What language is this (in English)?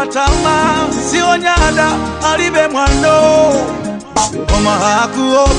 Nyanja